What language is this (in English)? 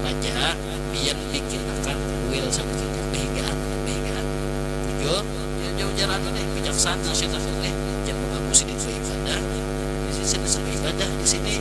Banjar